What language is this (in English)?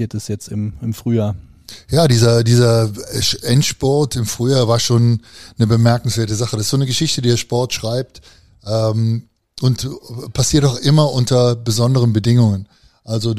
German